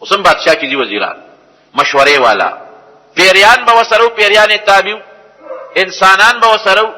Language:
Pashto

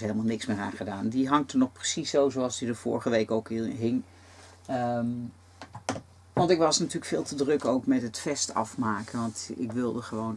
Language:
Dutch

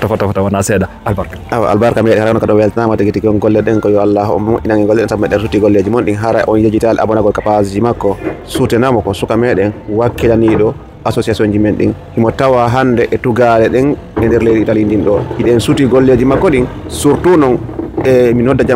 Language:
Fula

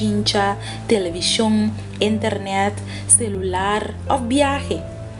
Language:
Papiamento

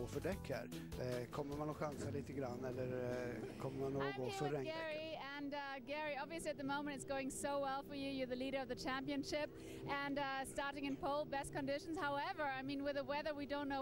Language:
Swedish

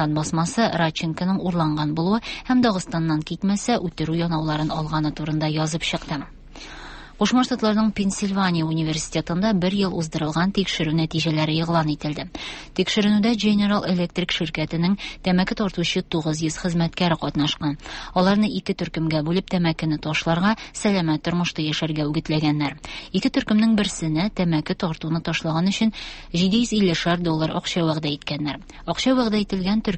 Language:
Tatar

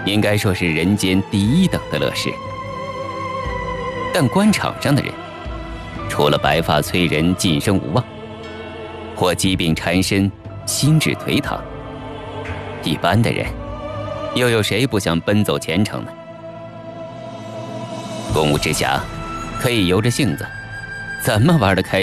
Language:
Chinese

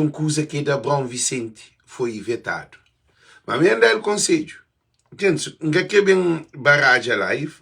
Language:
Kabuverdianu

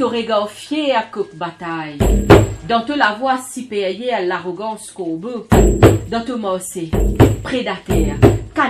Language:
Morisyen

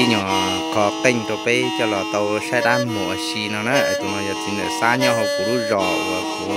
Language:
Hmong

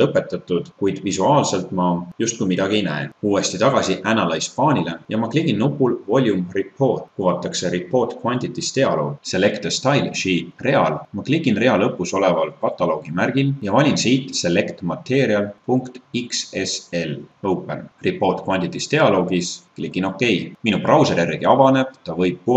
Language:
Estonian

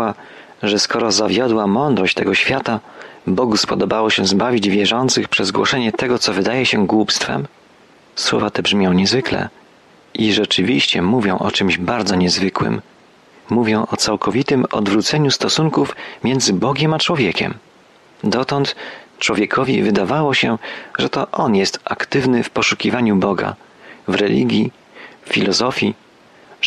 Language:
Polish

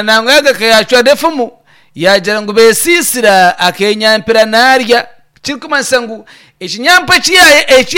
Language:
Nyankole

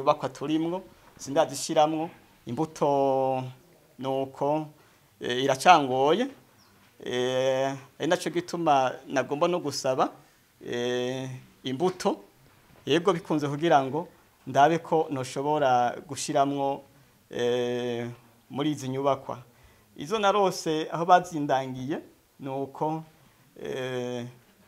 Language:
Rundi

